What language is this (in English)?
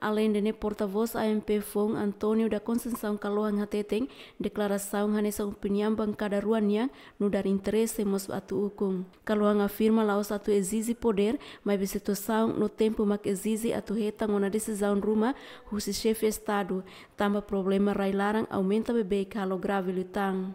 Tetum